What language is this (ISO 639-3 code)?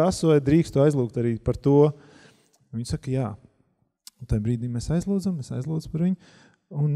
lav